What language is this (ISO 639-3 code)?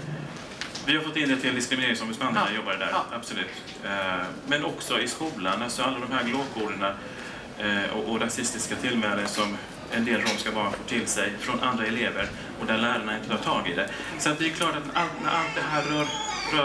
swe